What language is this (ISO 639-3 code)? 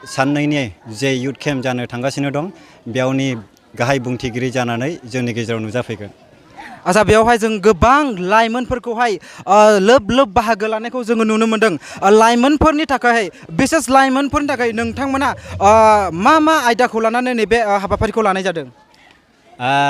brx